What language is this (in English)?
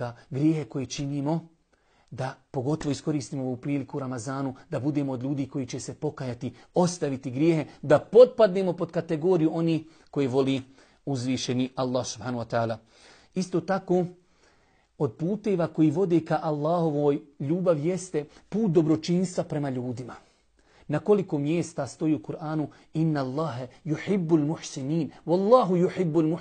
Bosnian